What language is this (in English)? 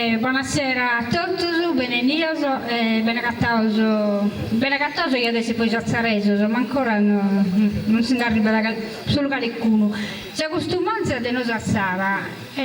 Sardinian